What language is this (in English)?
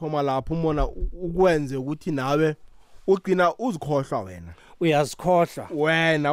South Ndebele